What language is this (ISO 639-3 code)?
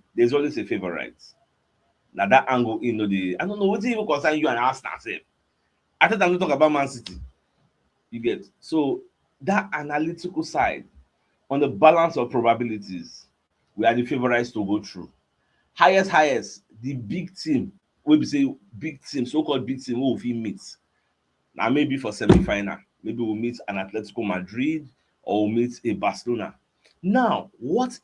pcm